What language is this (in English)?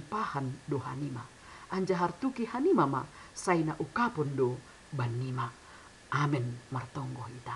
Batak Simalungun